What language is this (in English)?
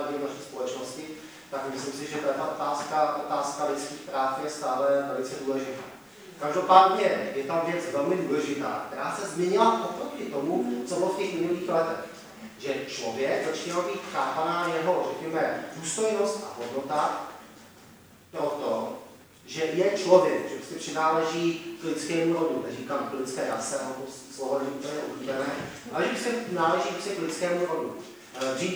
Czech